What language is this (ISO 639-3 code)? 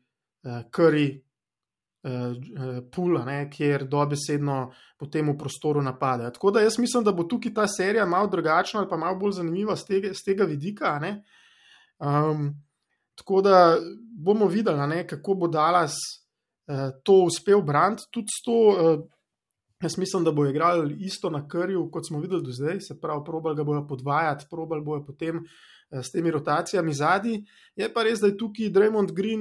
slv